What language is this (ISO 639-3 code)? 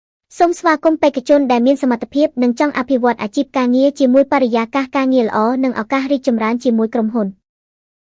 khm